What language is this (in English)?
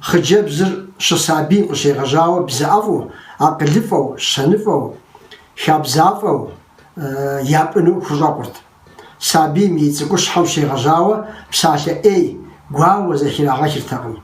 Kabardian